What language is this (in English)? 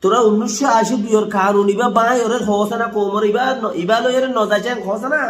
Rohingya